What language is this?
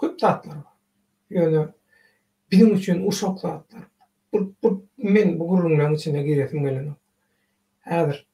Turkmen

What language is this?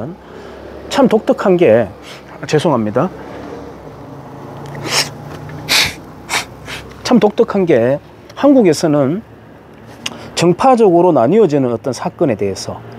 Korean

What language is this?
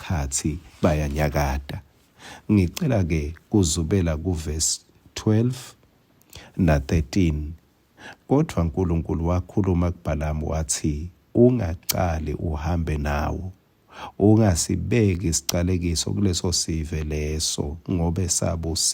Swati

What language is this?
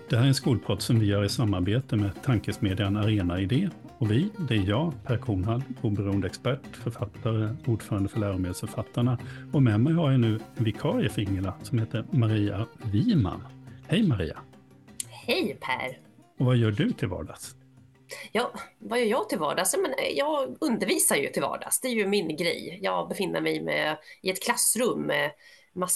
Swedish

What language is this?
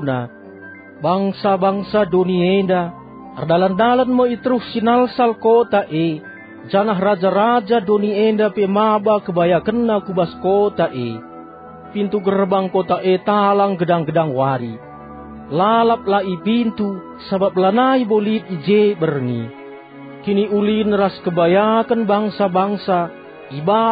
Batak Karo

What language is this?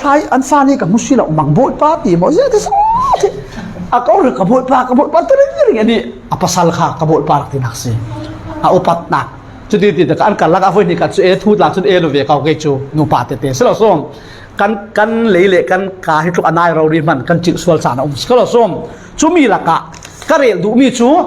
Falam Chin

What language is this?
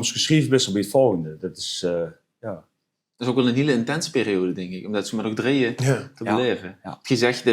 Limburgish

